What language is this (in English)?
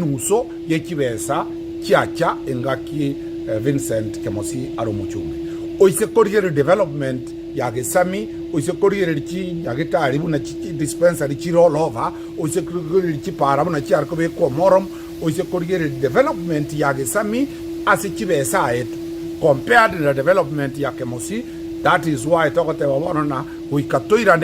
Gusii